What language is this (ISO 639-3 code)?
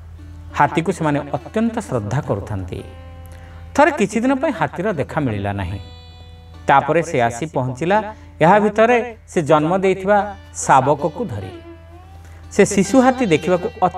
ori